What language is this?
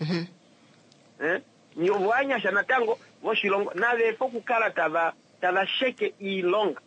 Kuanyama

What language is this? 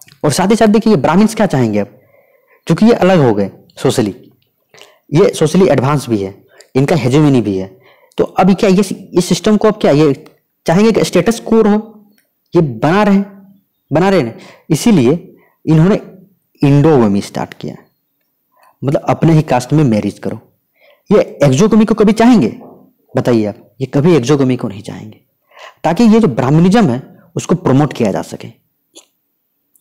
Hindi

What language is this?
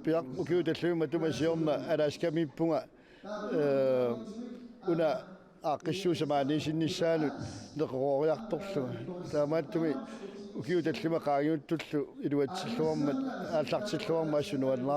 Kalaallisut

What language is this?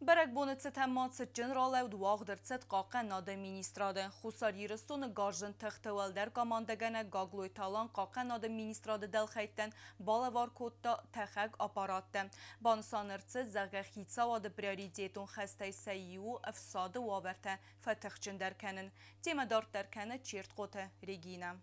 Ossetic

